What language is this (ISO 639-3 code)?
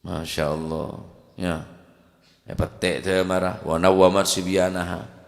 mad